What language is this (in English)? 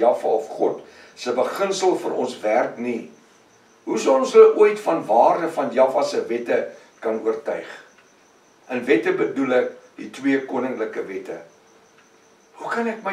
Afrikaans